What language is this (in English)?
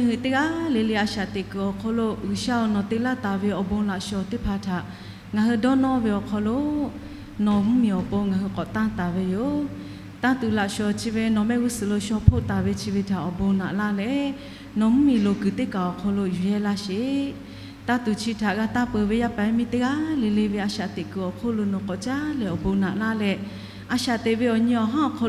Lahu